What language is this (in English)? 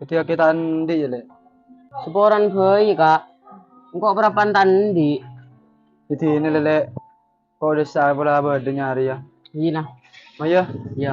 Madurese